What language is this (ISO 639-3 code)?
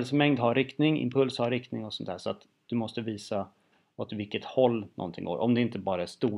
swe